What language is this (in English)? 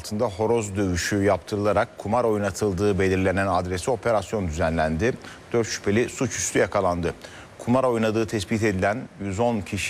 Turkish